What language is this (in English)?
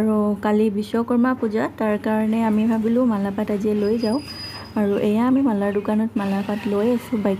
Assamese